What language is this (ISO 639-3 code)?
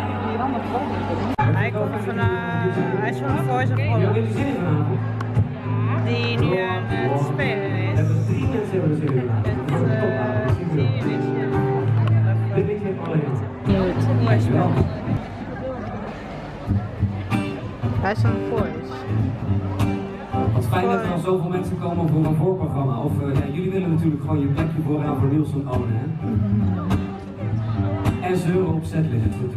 nld